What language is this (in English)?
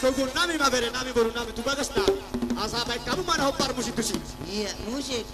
Batak Toba